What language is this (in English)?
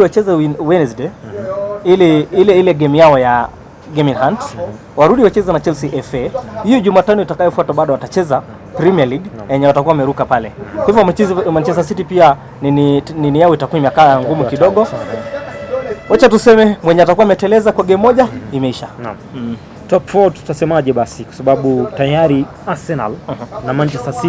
Swahili